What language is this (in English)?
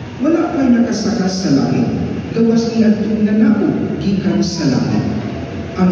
Cebuano